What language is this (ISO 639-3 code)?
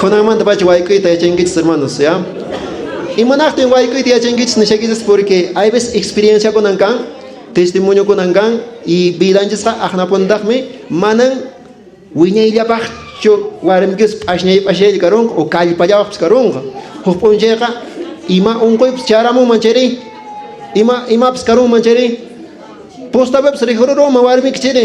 que